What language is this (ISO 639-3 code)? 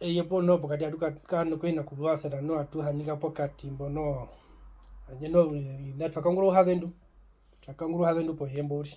her